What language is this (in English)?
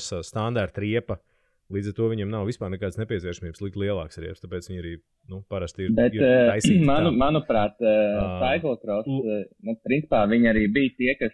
Latvian